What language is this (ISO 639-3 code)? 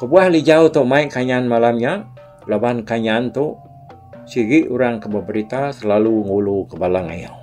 iba